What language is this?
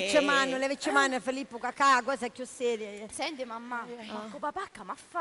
Sicilian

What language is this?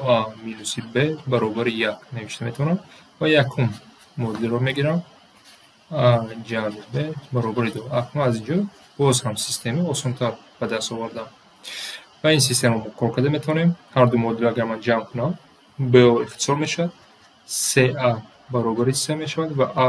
Tajik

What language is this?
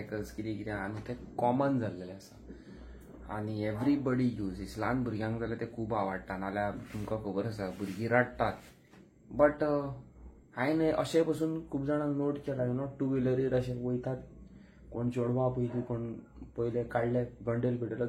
Konkani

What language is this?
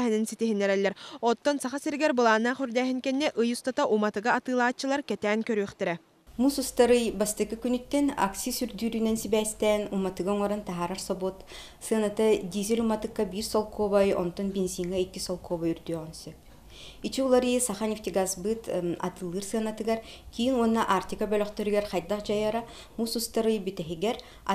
Yakut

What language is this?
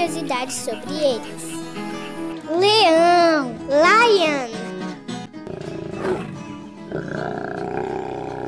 Portuguese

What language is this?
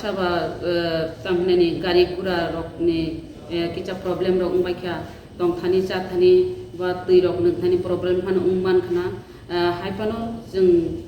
Kok Borok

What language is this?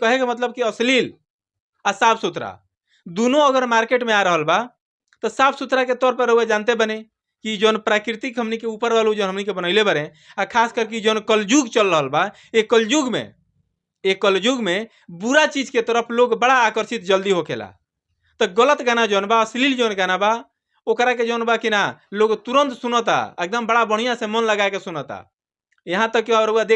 Bhojpuri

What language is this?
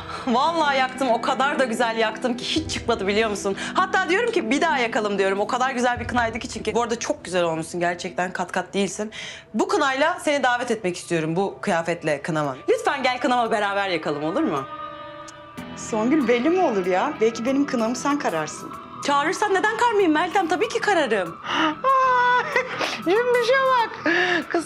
Turkish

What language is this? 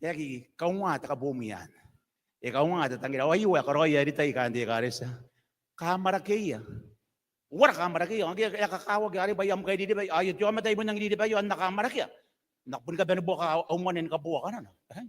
Gilbertese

